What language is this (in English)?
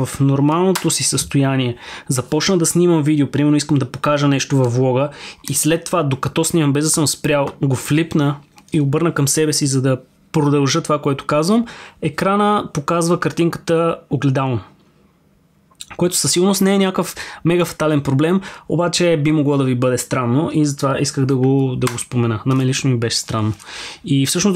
Bulgarian